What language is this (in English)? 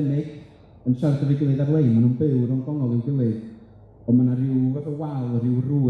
Welsh